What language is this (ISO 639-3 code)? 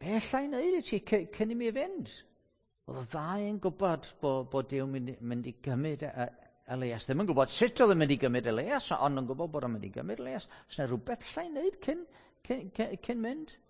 cym